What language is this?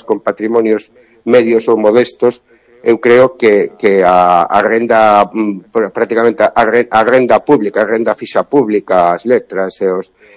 Galician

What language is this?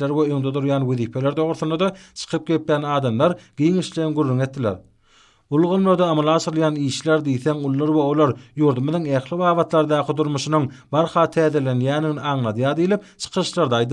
Turkmen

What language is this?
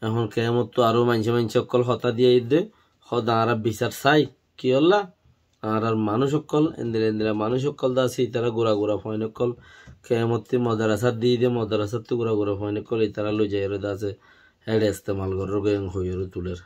Rohingya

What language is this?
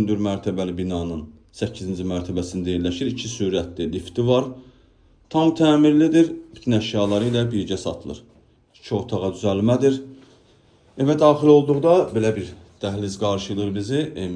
Azerbaijani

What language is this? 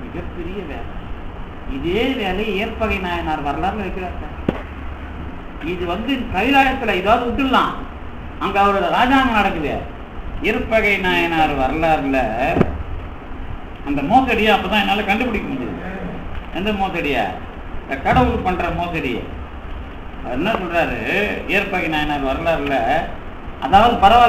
Tamil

